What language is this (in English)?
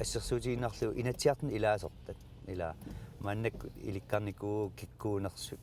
Kalaallisut